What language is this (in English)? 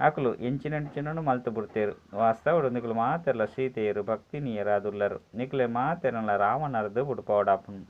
Tulu